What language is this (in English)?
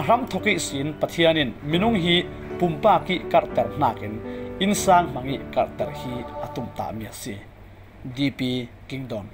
Falam Chin